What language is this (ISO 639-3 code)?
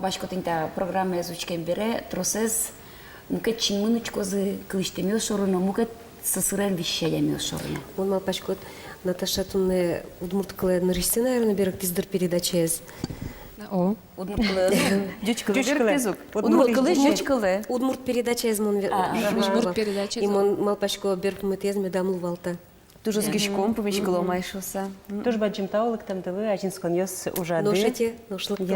udm